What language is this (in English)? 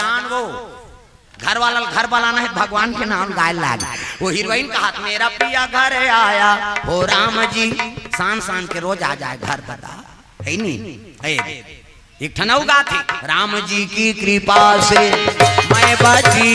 Chhattisgarhi